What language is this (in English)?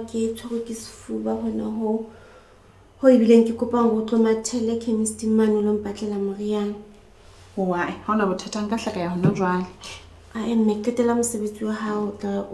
Southern Sotho